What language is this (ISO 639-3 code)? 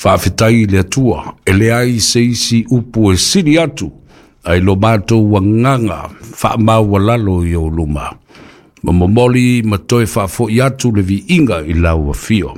smo